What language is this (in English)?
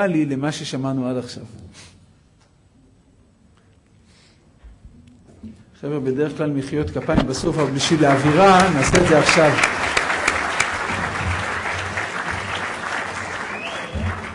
Hebrew